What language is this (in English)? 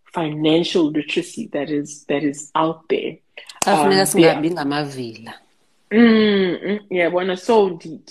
Xhosa